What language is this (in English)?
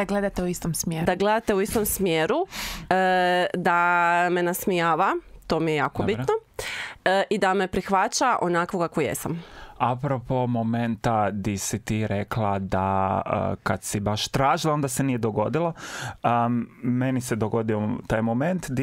Croatian